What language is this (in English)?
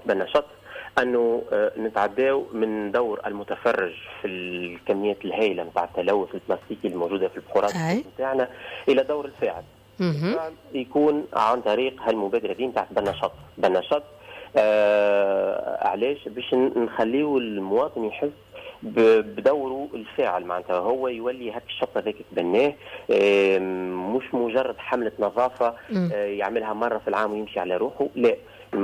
Tunisian Arabic